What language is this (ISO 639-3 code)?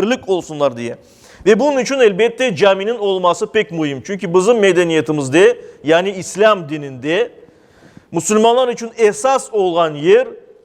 crh